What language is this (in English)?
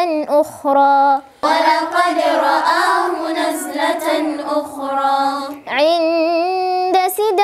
Arabic